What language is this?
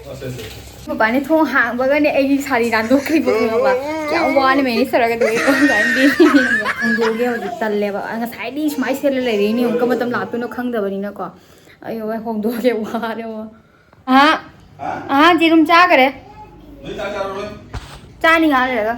Manipuri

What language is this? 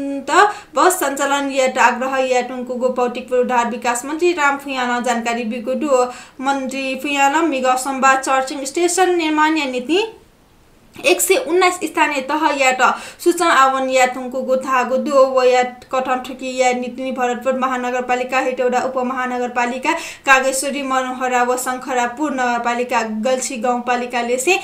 Newari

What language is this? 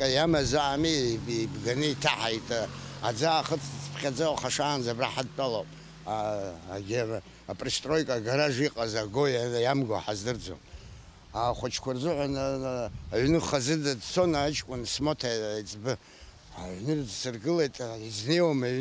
Abkhazian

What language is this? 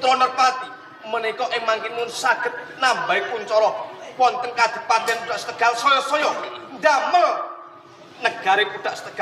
Javanese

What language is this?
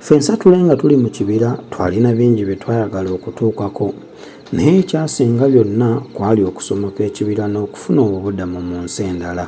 Ganda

